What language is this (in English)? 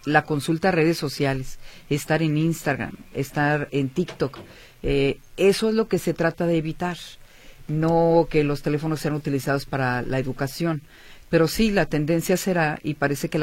Spanish